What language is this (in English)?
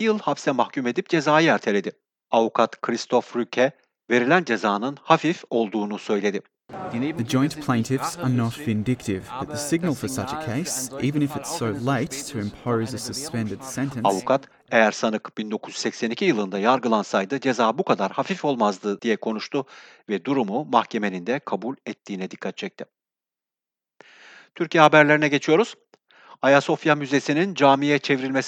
Turkish